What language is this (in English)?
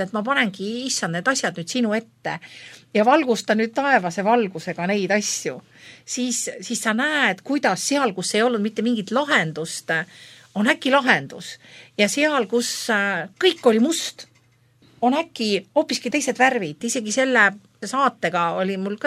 Estonian